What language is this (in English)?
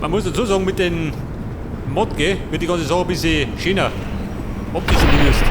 Bavarian